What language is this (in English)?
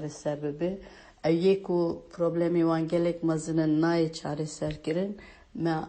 Kurdish